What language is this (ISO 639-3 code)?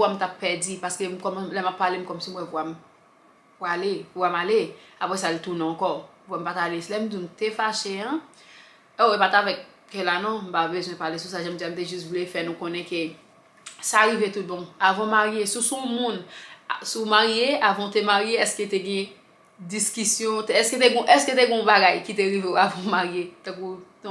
hat